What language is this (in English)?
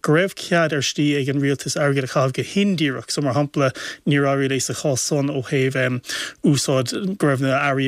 Irish